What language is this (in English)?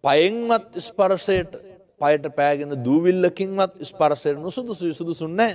Sinhala